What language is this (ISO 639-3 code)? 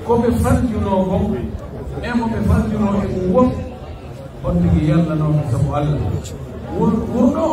fuf